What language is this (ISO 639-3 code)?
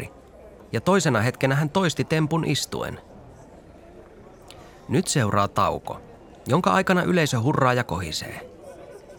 fin